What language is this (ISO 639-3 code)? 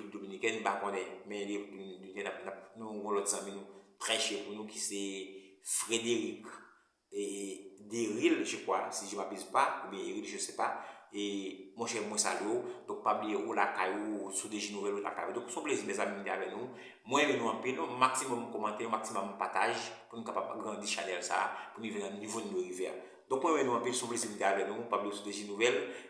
hat